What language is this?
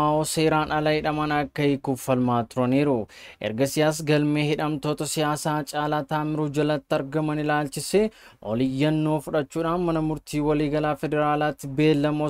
Oromo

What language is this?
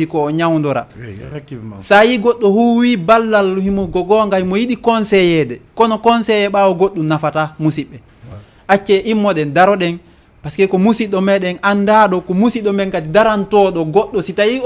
Fula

